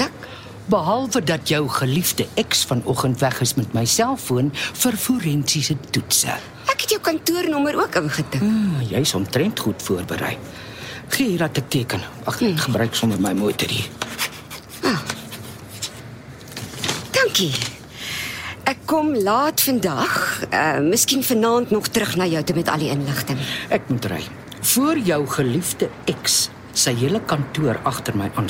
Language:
Afrikaans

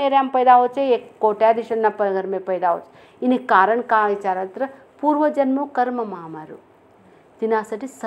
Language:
Marathi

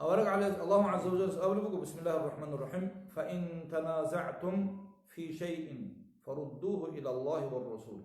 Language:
Avaric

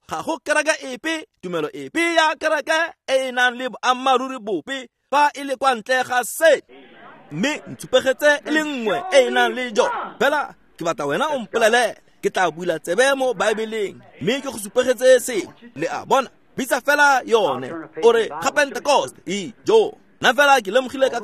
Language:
Tswana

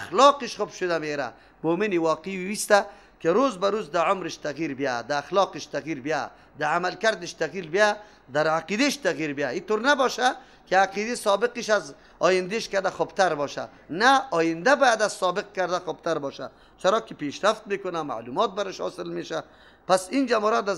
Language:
Persian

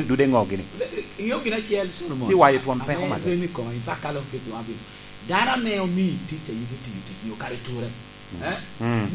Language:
Lango (Uganda)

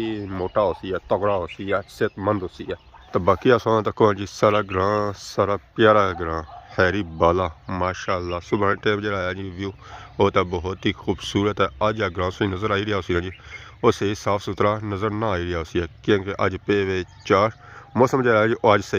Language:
Pahari-Potwari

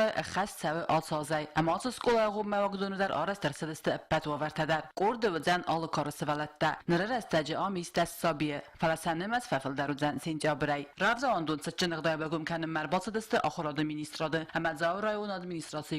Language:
Ossetic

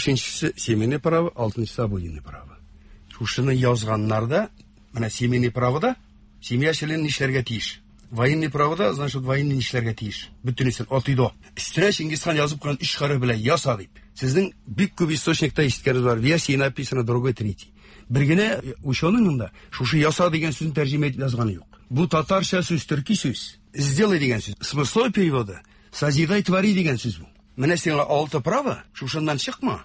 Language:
Tatar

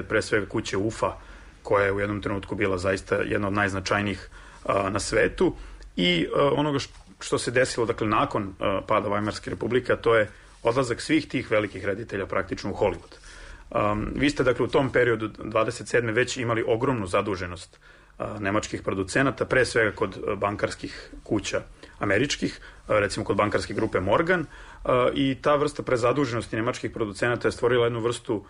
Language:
Serbian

